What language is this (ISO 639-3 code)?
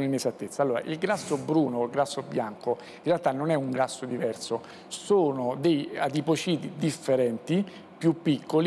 ita